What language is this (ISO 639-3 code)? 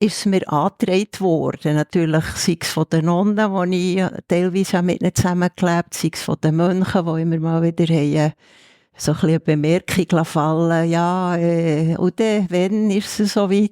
gsw